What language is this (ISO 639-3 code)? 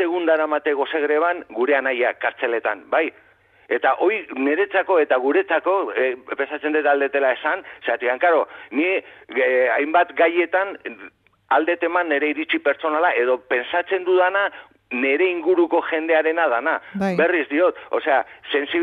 eus